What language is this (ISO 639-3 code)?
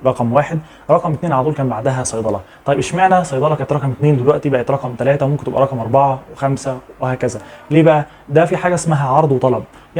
arz